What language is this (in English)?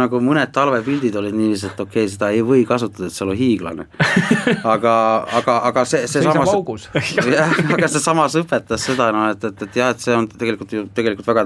Estonian